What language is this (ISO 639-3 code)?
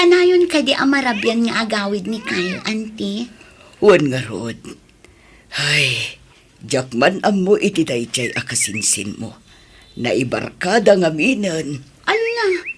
ilo